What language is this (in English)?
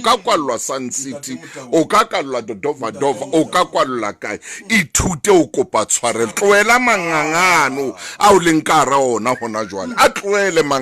Southern Sotho